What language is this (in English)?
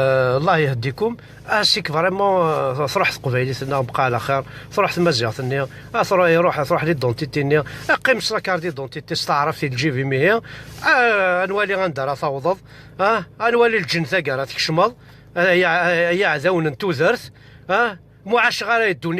Kabyle